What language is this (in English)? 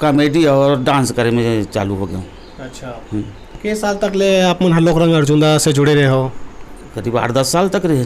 Chhattisgarhi